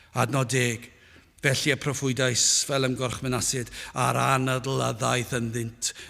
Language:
Welsh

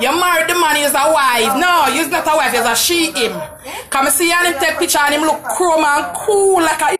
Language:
Jamaican Creole English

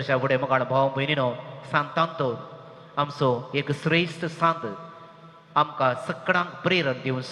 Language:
Konkani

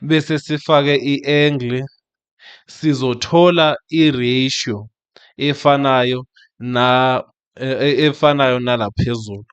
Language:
Zulu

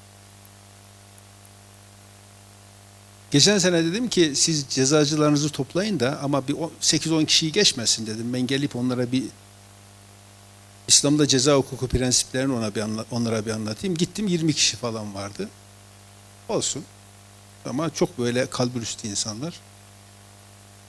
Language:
Turkish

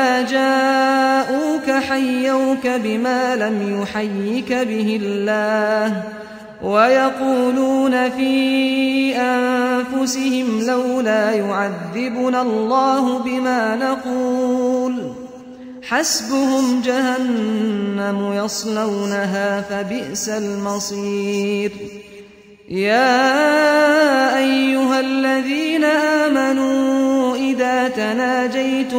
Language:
Arabic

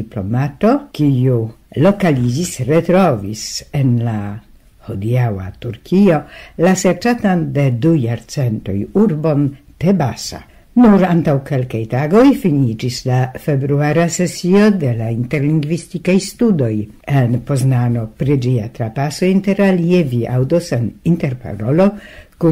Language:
Esperanto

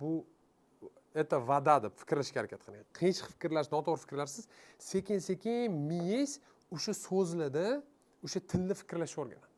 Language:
Uzbek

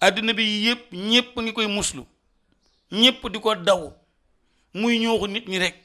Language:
Wolof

